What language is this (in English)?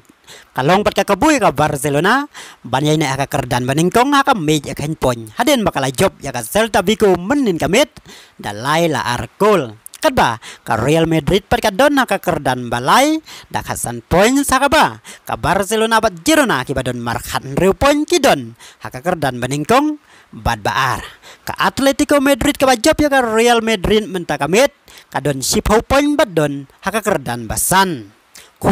Khasi